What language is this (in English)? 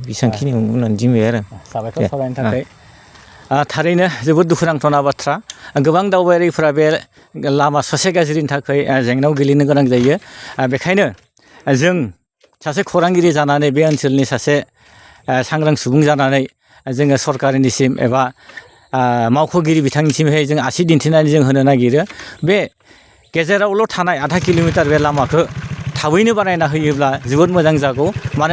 Bodo